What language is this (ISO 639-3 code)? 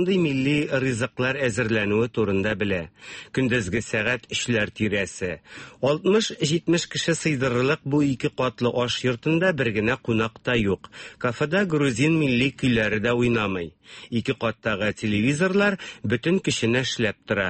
tat